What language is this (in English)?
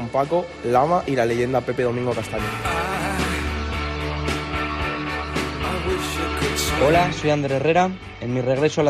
Spanish